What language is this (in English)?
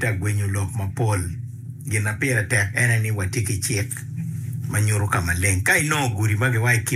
Acoli